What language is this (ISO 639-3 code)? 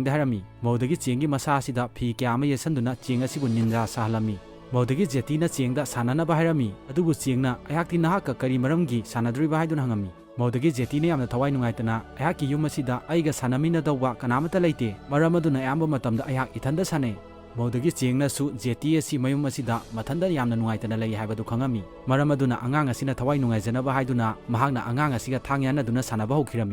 mni